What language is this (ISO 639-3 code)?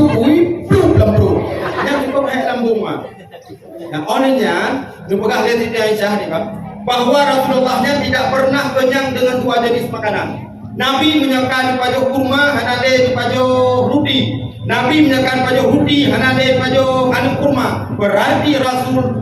ace